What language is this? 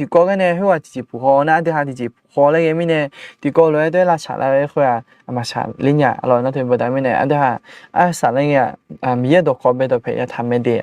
Akha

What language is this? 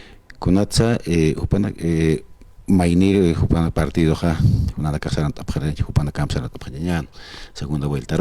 Aymara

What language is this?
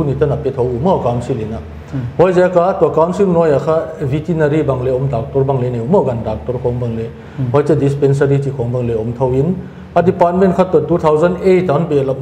Paite Chin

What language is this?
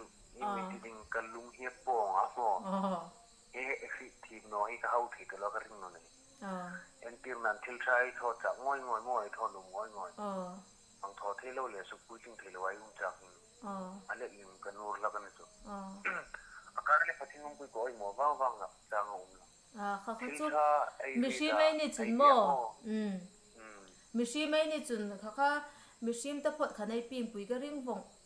Hmar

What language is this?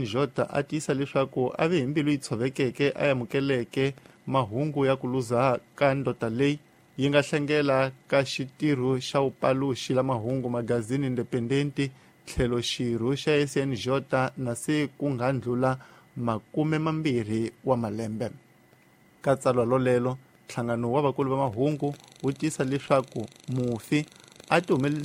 Tsonga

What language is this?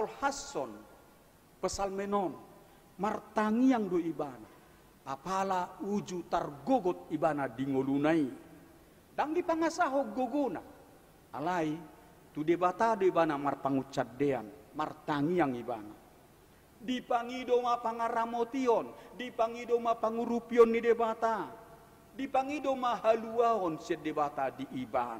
Batak Toba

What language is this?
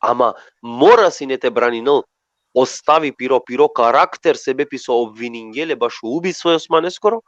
Balkan Romani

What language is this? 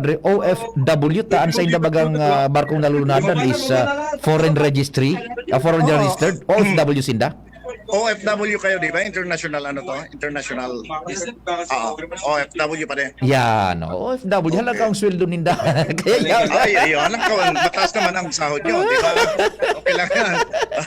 Bikol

